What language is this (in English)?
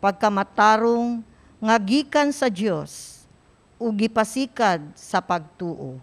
Cebuano